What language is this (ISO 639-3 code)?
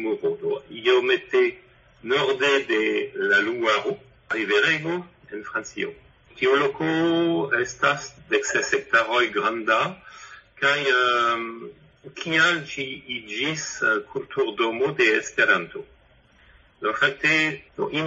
epo